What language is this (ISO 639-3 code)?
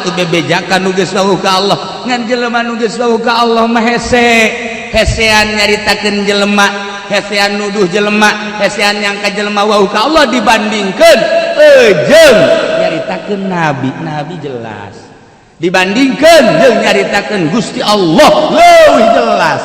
sun